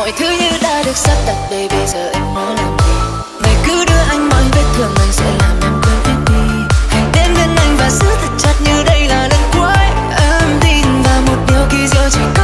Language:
Vietnamese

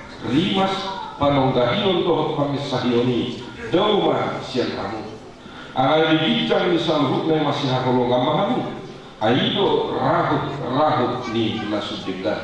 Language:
Batak Toba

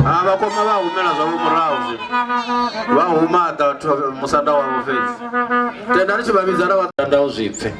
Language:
Venda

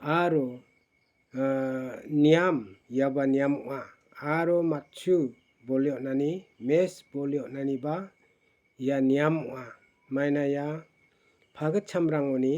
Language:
Garo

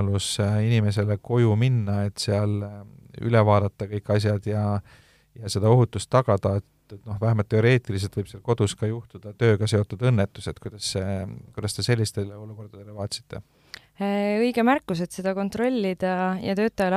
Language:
Estonian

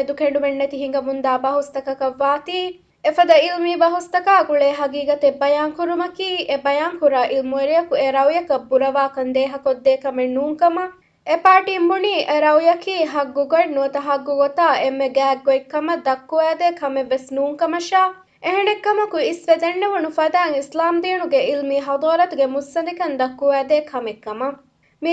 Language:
Divehi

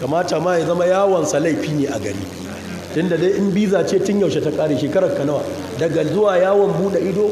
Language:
Hausa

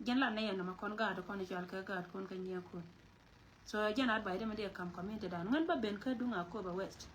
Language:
Nuer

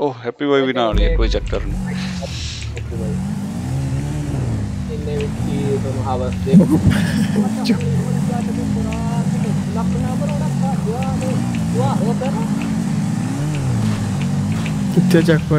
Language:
Punjabi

